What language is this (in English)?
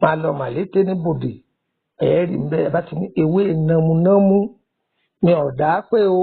Yoruba